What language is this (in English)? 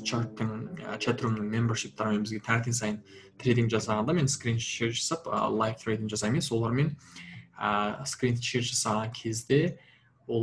Kazakh